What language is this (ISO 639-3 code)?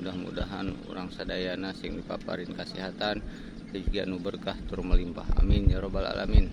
sun